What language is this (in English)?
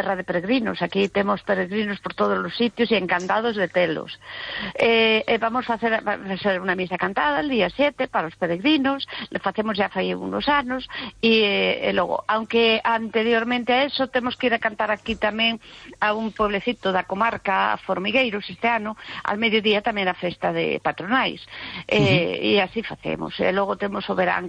Galician